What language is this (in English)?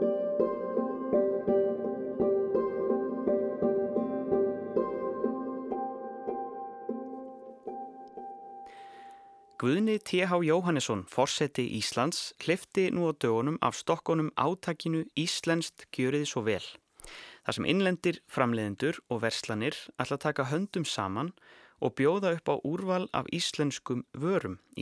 Icelandic